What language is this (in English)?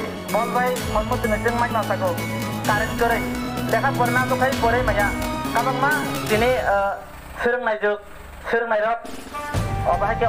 Kok Borok